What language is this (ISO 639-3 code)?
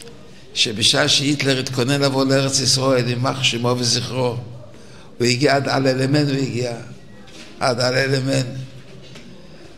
heb